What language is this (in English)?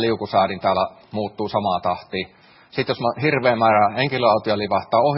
Finnish